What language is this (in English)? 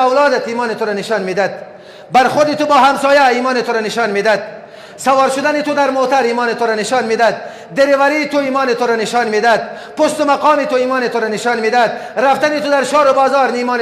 Persian